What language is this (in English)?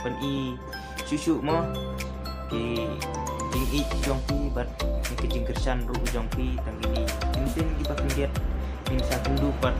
Khasi